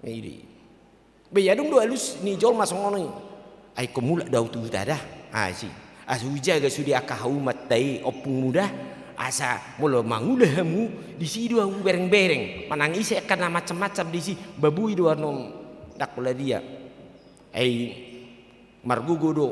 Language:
Batak Toba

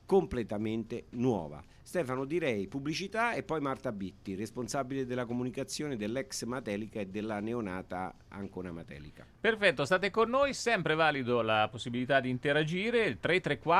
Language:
Italian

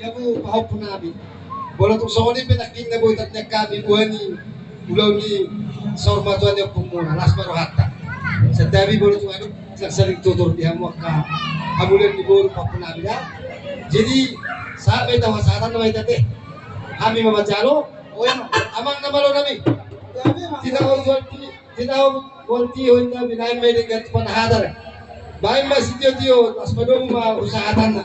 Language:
Batak Toba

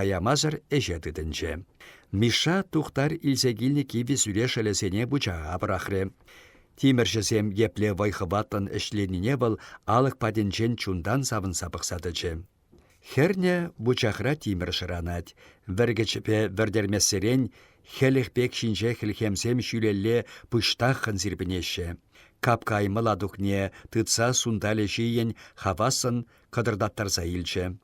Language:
Chuvash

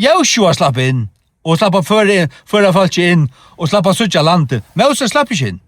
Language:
Faroese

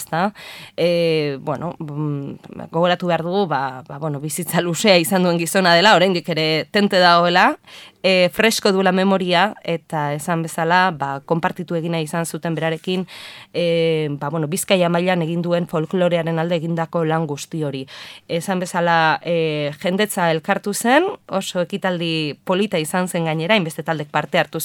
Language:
Basque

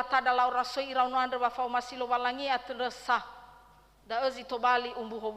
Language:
Nias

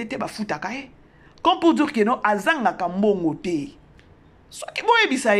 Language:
Lingala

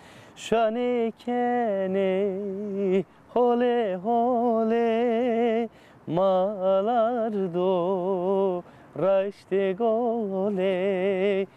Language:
Zaza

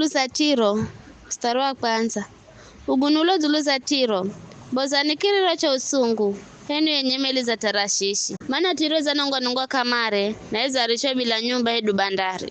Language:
Giryama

